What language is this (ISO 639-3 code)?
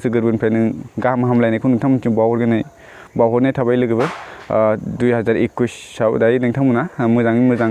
brx